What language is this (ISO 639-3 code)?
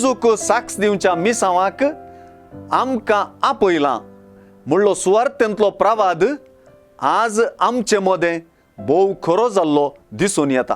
kok